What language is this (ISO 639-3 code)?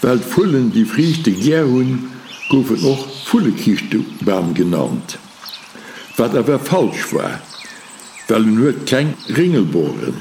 ltz